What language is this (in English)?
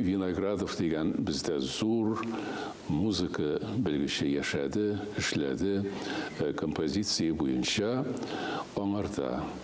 Tatar